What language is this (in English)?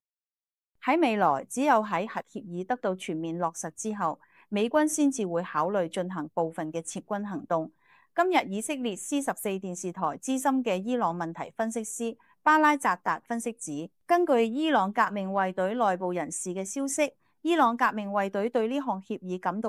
Cantonese